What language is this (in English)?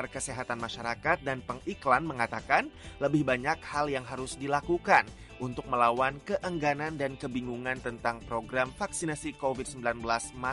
Indonesian